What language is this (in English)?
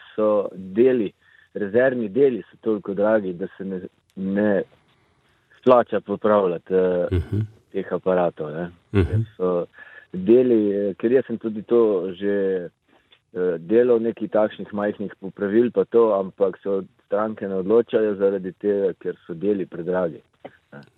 Slovenian